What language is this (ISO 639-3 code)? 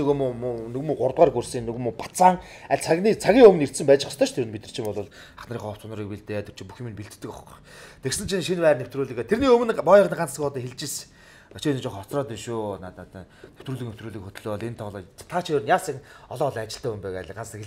mon